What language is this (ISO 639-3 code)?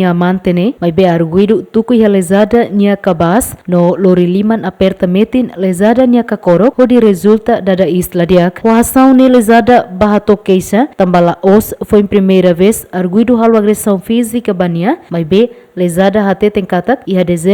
tet